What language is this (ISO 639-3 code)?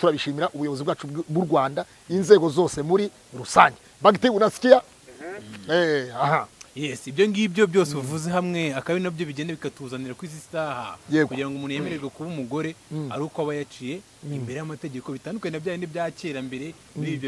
kin